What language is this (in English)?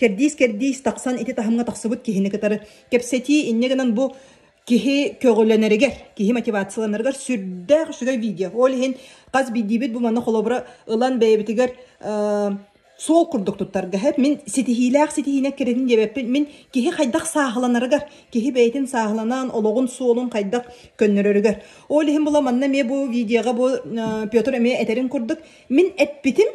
Yakut